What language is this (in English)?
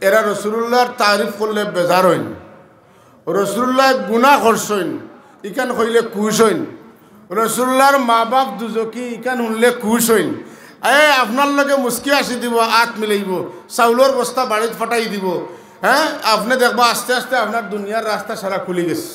Sylheti